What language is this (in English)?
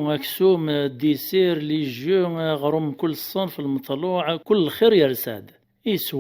Kabyle